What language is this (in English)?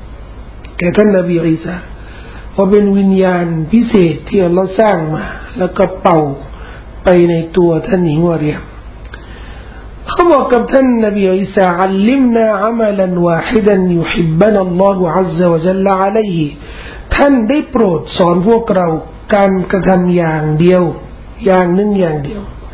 Thai